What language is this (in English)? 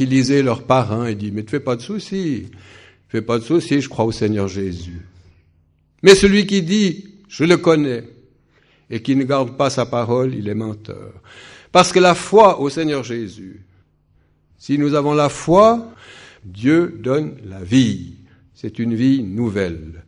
French